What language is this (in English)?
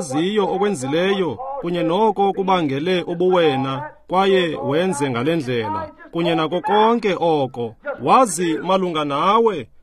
Xhosa